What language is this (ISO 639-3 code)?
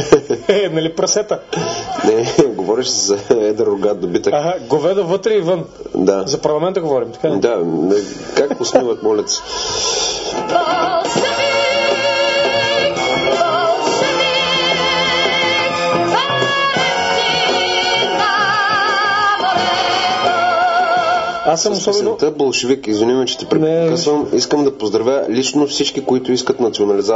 bul